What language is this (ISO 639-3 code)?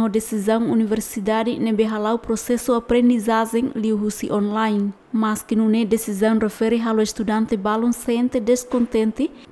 tet